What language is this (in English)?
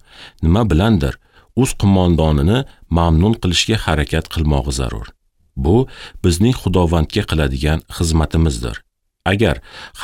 Uzbek